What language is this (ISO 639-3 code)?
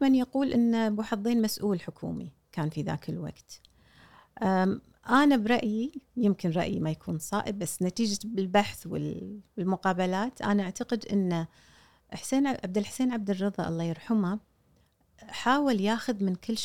afb